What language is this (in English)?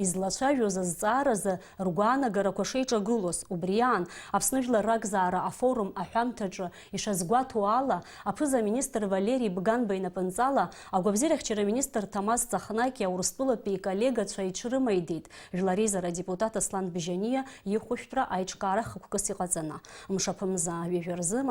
Abkhazian